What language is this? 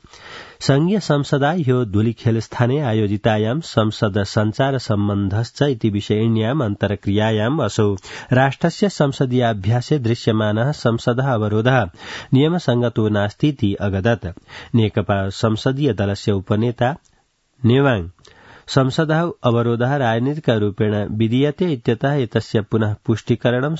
Sanskrit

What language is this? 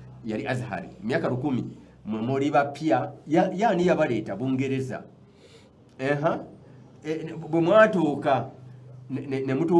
Ganda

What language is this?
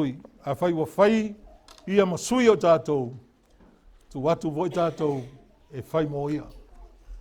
Samoan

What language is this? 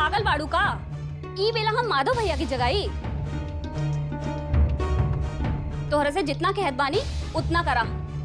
Bhojpuri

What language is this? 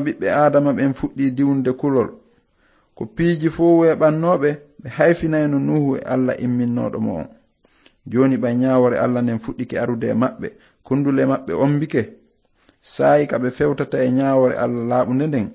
Fula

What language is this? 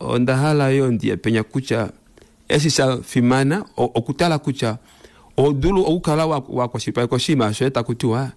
Kuanyama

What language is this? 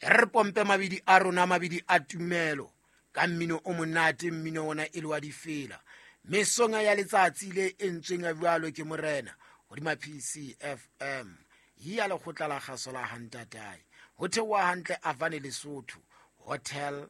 Southern Sotho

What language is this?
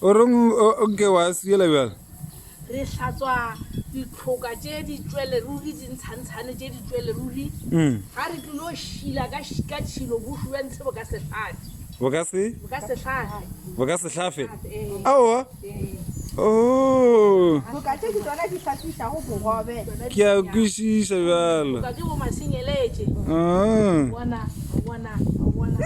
Northern Sotho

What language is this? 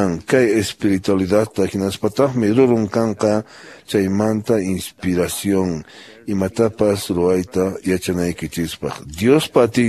Quechua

